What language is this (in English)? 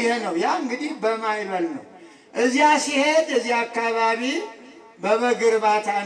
Amharic